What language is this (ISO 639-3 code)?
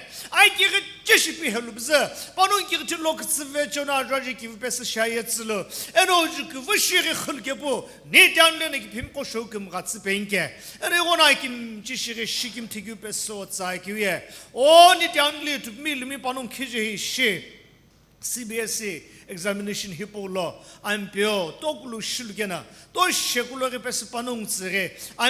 nsm